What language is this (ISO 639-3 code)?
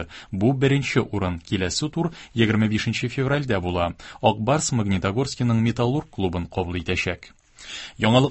tat